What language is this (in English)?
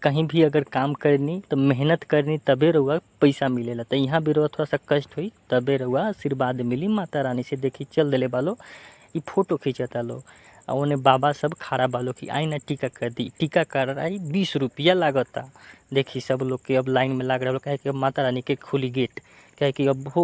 Bhojpuri